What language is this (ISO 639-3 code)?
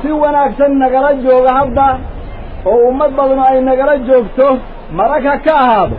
som